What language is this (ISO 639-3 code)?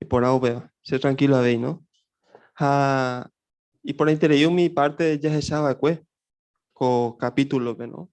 grn